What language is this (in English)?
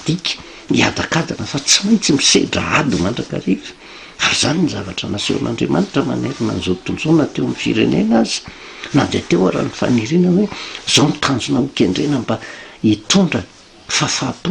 Malagasy